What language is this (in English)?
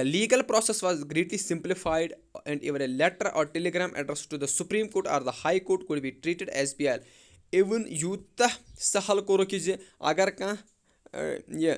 Kashmiri